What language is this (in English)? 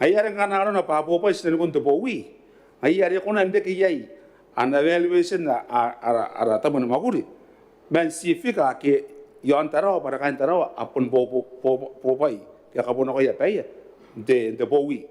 Gilbertese